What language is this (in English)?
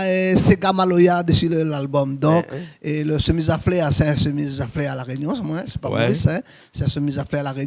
Réunion Creole French